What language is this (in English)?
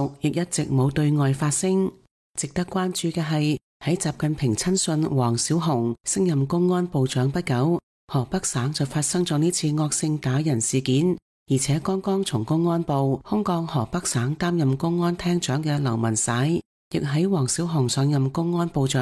Cantonese